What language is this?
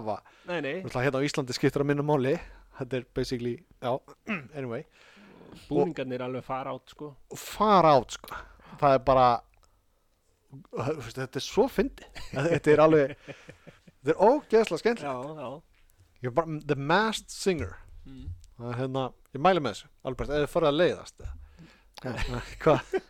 Icelandic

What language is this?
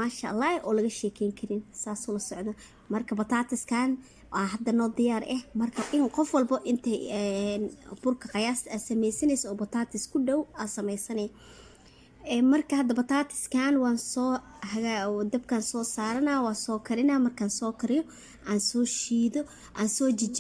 Somali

